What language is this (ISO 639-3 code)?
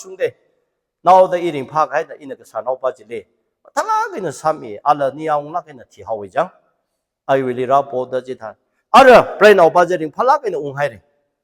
nmf